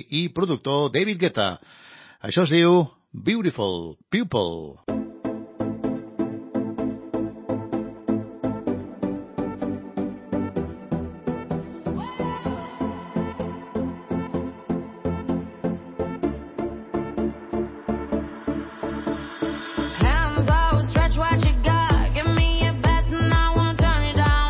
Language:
Catalan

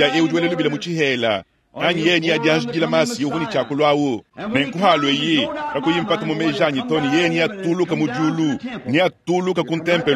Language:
Luba-Lulua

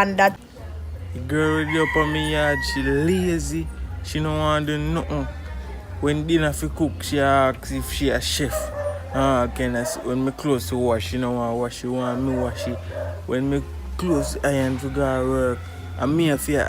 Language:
Jamaican Creole English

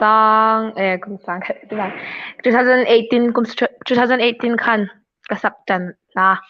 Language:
Hmar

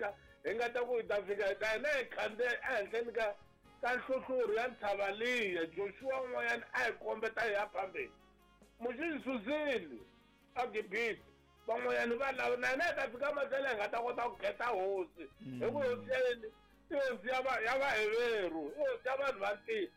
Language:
Tsonga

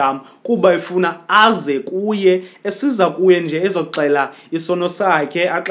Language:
Xhosa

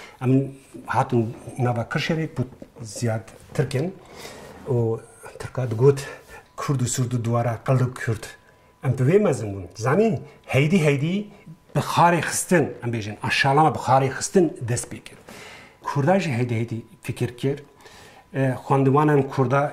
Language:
Kurdish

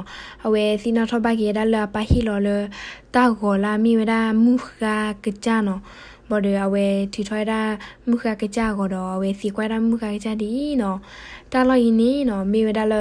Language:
S'gaw Karen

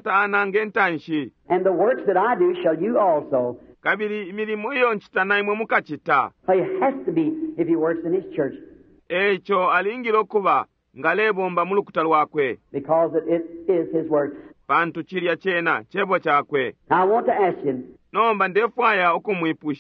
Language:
Bemba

